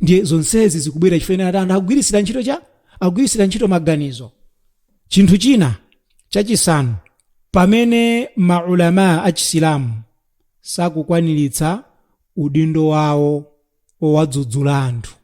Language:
Nyanja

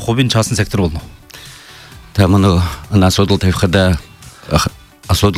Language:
Buriat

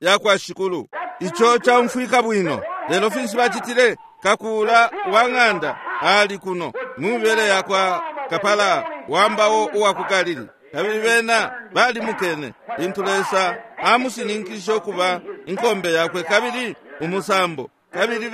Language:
Bemba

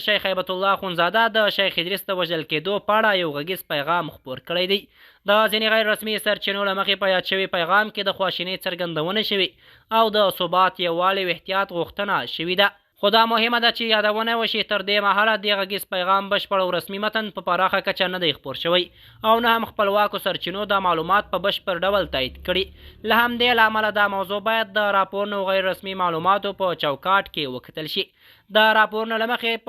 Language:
Pashto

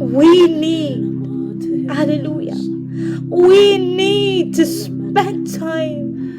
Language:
Pohnpeian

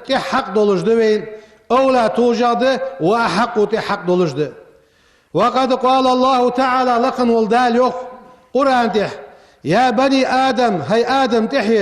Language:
Ingush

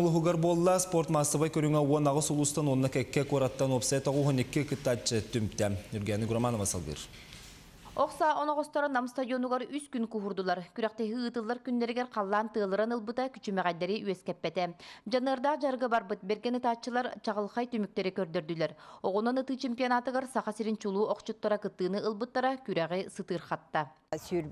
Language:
Yakut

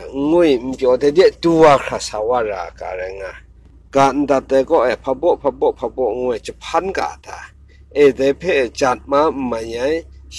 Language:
Kachin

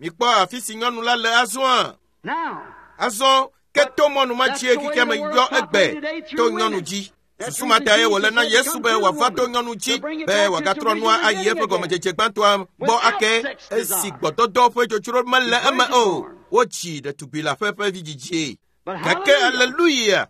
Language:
Ewe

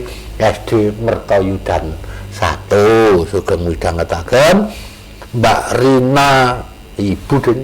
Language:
Javanese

